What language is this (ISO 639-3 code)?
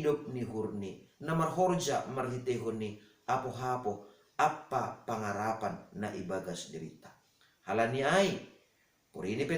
bts